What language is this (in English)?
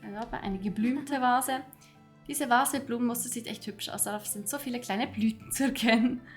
Swiss German